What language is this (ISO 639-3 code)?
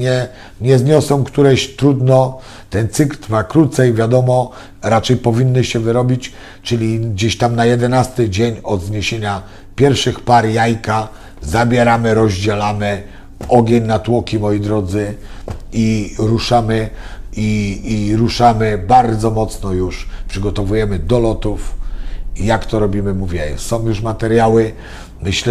pol